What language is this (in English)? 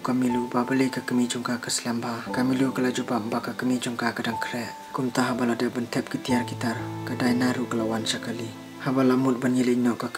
Malay